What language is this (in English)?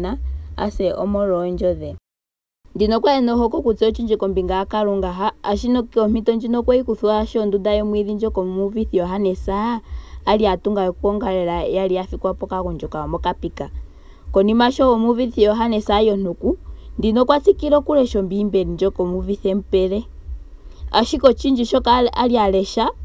Ndonga